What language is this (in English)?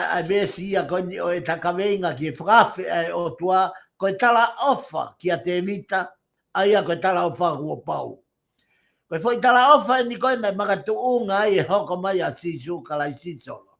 Tongan